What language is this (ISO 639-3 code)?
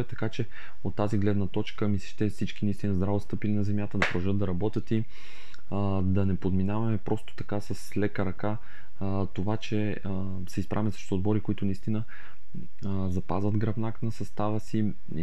bul